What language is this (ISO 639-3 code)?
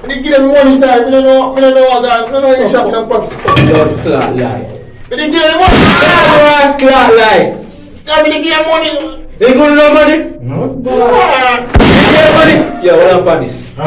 jam